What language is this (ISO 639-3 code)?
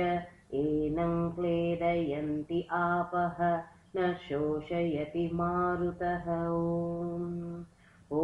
san